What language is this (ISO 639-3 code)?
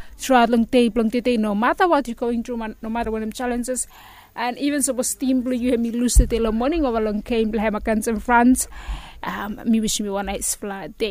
bis